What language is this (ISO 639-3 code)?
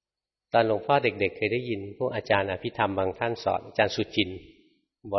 tha